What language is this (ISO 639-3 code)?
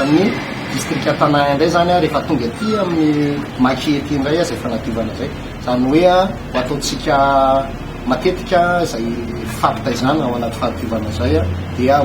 mlg